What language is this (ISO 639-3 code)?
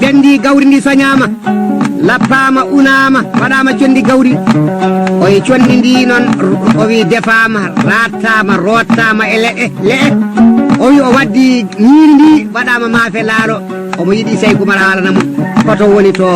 ful